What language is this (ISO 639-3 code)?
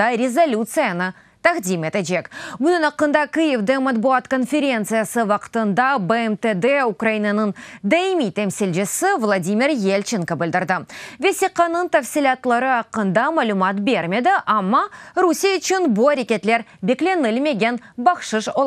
crh